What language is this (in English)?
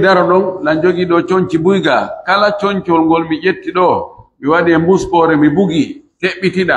Pular